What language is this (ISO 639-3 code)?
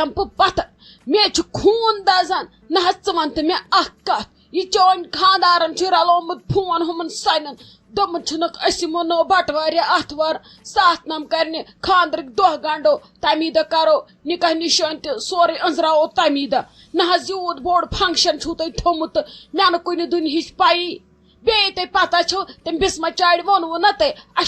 kas